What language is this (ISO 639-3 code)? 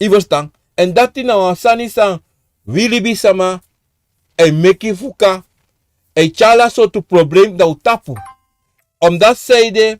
srn